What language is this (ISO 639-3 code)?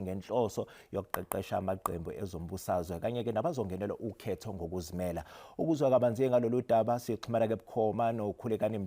zul